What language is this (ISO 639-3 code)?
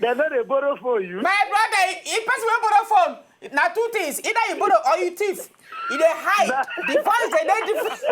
pcm